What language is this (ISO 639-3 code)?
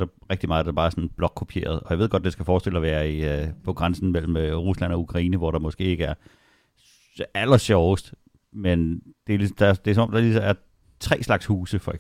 dan